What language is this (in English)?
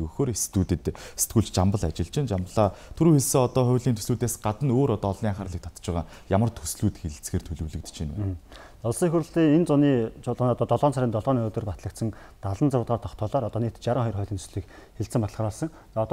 Mongolian